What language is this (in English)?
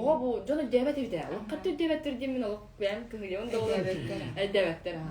Yakut